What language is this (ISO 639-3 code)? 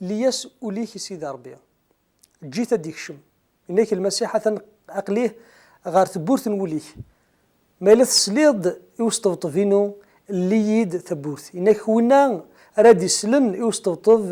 kab